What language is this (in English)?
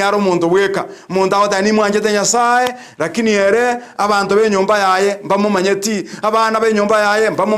Gusii